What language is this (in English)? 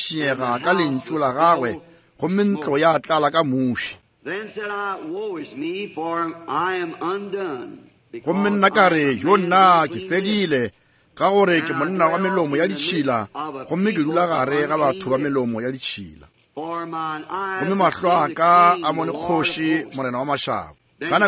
Northern Sotho